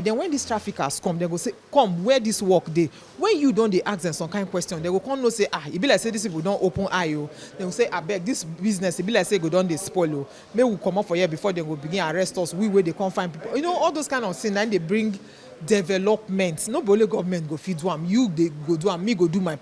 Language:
Nigerian Pidgin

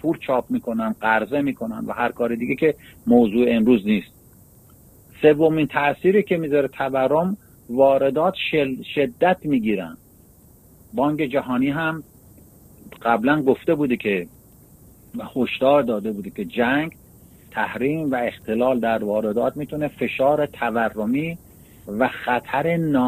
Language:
Persian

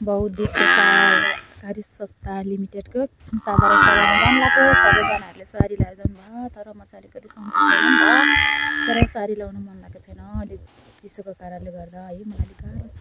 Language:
Nepali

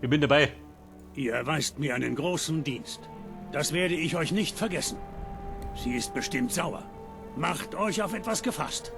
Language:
Bavarian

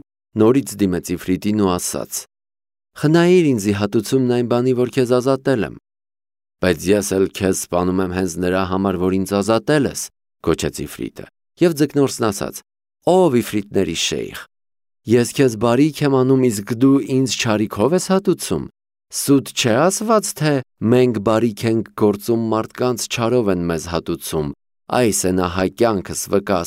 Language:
Armenian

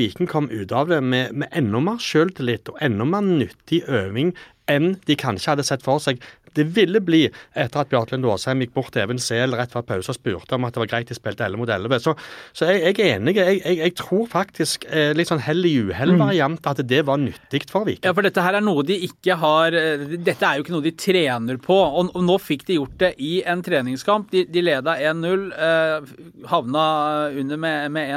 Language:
Norwegian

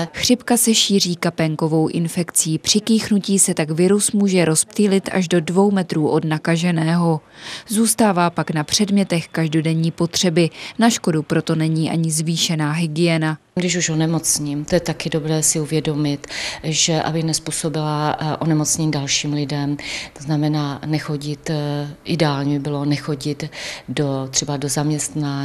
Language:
Czech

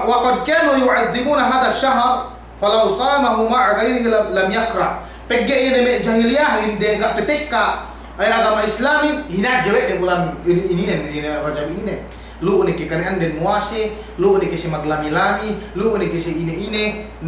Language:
Yakan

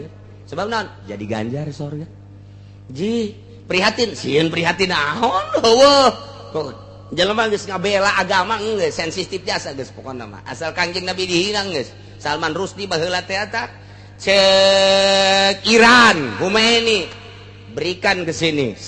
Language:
Sundanese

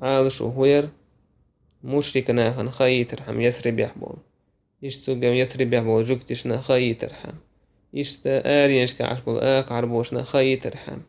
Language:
Chechen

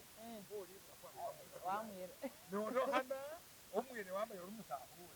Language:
Masaaba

